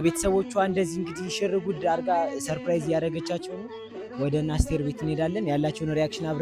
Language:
Amharic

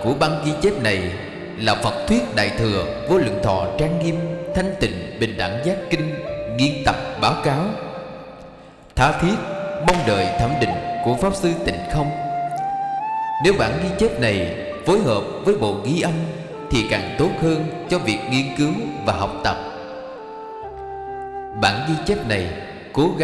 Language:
Vietnamese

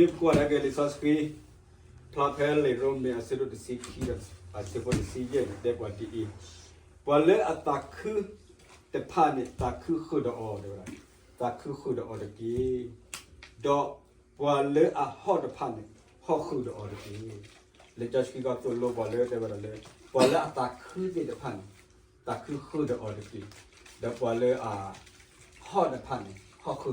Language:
S'gaw Karen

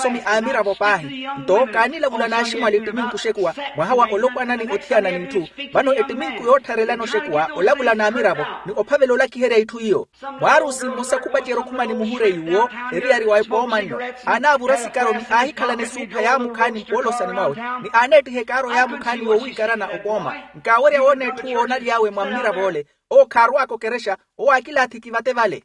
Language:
Makhuwa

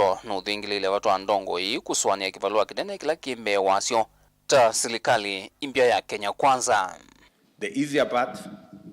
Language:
Kamba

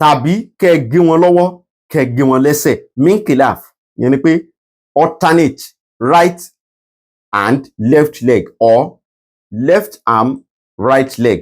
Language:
Yoruba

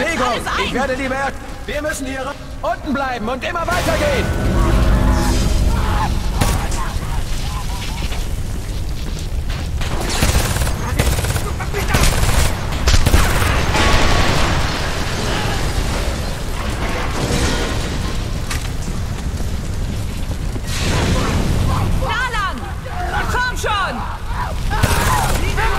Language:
German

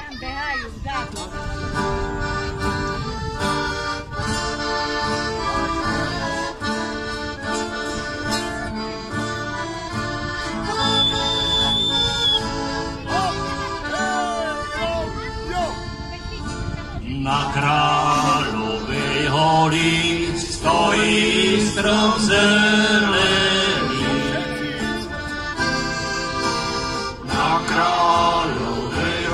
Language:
Slovak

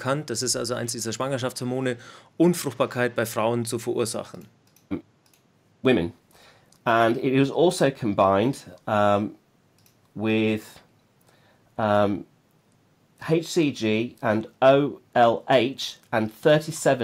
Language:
German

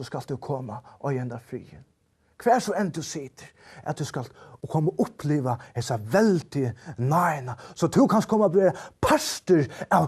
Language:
Faroese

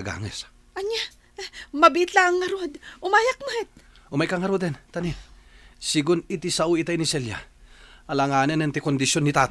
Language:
Iloko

